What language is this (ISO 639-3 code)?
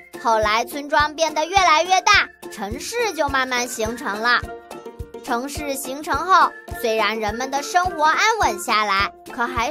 zho